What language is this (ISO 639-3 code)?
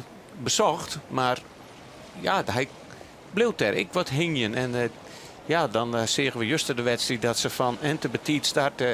fry